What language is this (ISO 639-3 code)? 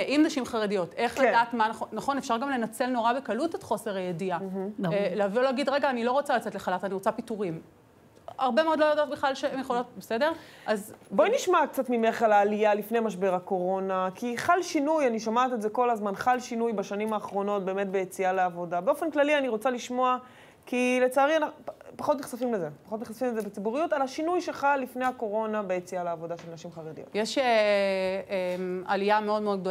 heb